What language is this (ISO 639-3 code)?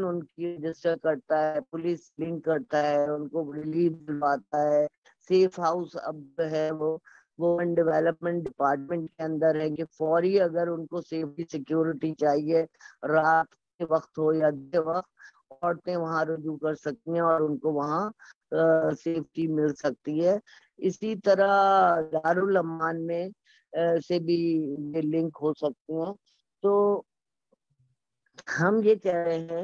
urd